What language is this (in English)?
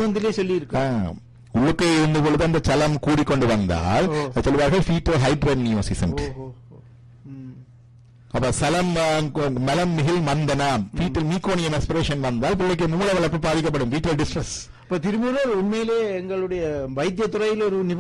Tamil